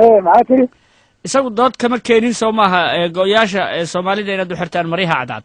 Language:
Somali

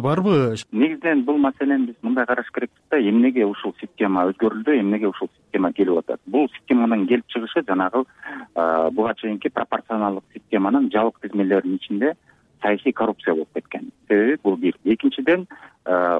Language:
Kyrgyz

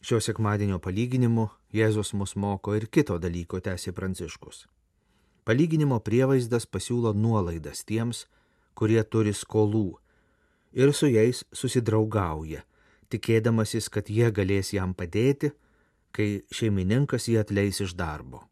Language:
Lithuanian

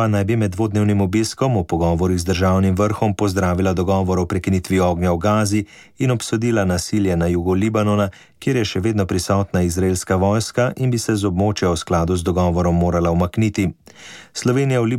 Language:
Slovenian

